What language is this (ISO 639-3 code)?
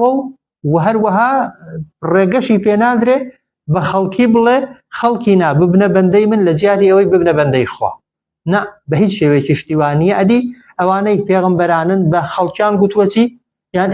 ckb